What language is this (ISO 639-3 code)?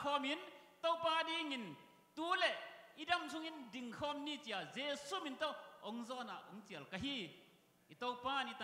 ctd